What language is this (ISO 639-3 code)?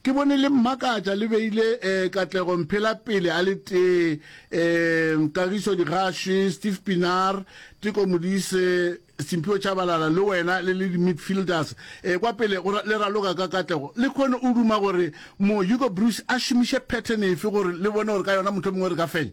nso